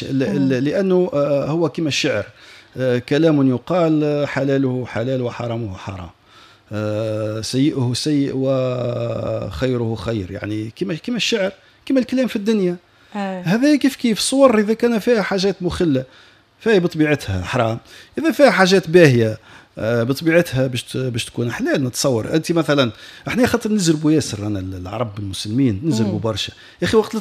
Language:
Tunisian Arabic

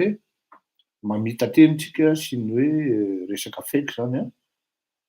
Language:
Malagasy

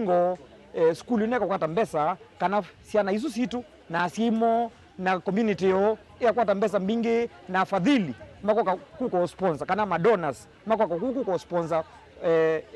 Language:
Kamba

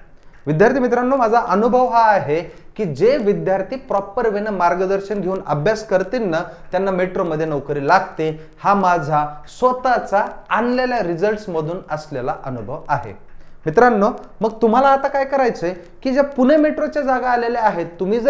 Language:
Marathi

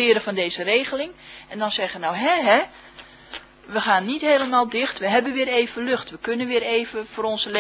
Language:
Dutch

